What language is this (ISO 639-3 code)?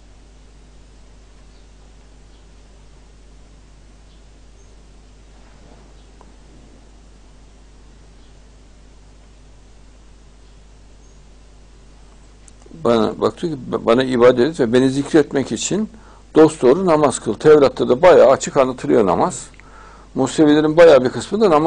tur